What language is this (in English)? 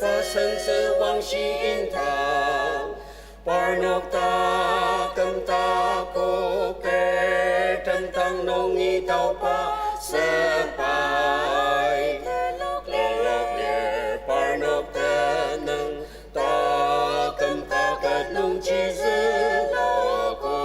Ao Naga